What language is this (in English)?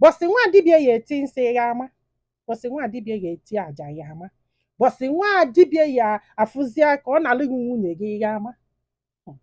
Igbo